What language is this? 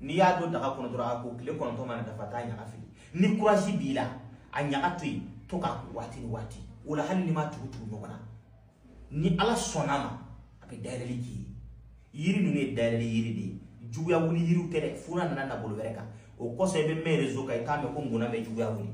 Bambara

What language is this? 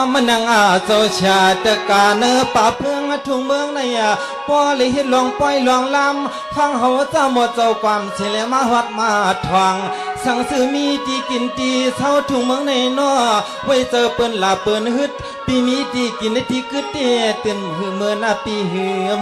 Shan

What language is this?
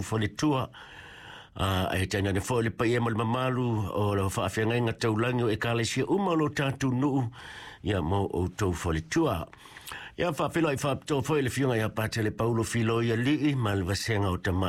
Samoan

